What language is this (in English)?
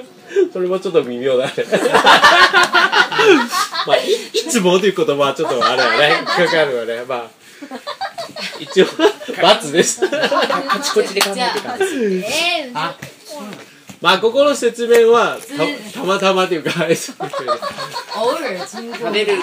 Japanese